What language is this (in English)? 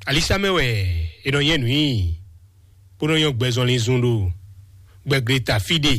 Fon